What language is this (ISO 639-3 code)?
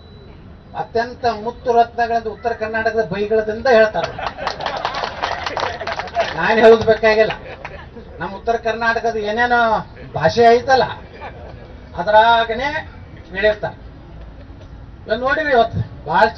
kan